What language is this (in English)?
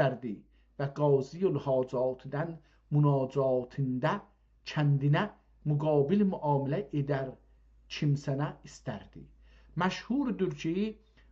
South Azerbaijani